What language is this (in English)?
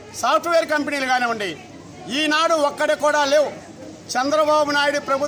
Telugu